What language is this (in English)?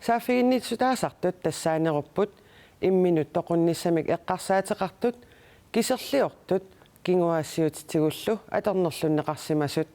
Kalaallisut